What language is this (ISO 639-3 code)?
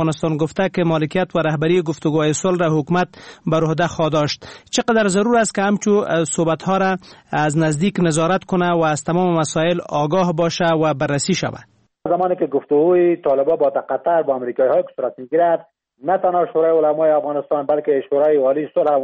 fas